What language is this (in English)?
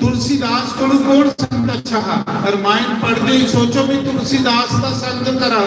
Dogri